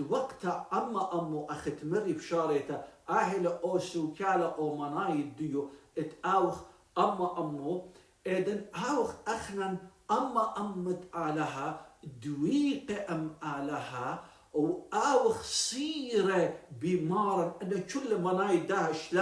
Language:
Assyrian Neo-Aramaic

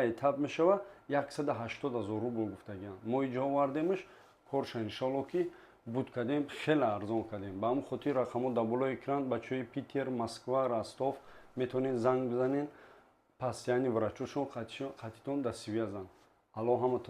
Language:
Tajik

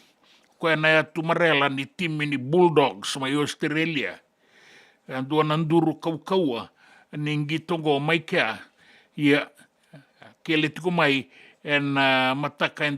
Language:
Fijian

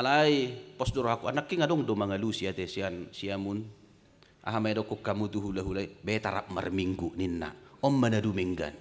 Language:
Batak Toba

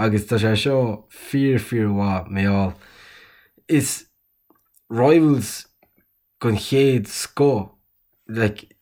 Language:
Irish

